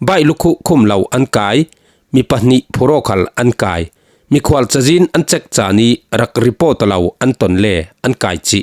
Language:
Falam Chin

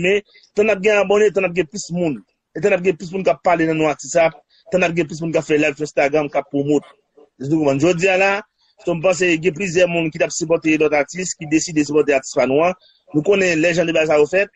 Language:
Haitian Creole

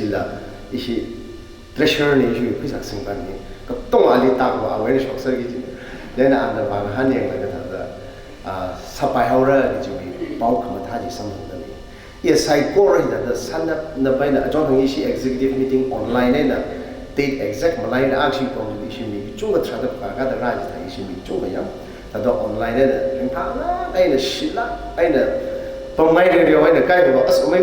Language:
Tangkhul Naga (India)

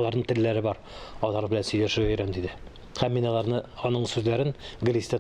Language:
Tatar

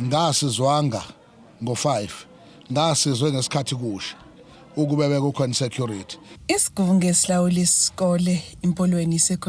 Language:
Zulu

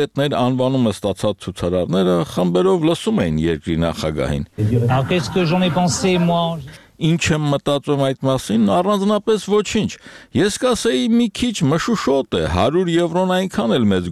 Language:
Armenian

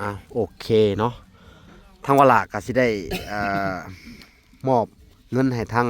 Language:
Lao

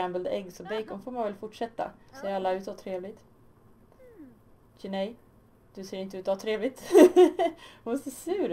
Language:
Swedish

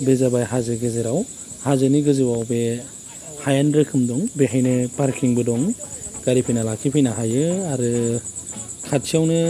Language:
Bodo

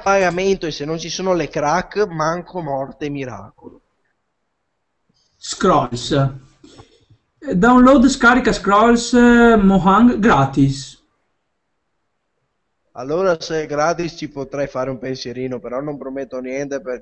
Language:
Italian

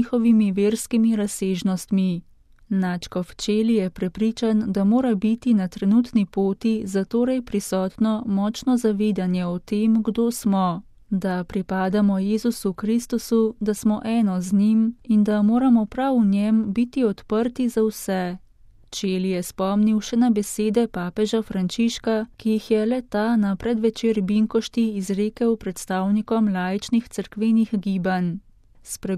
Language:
Slovenian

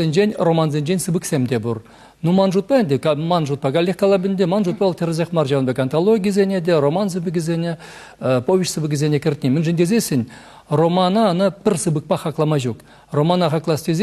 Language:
Chuvash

